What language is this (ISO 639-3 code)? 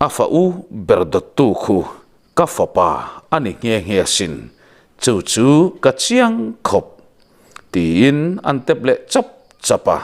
lus